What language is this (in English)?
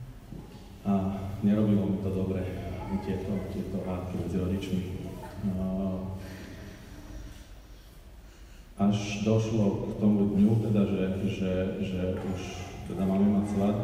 Slovak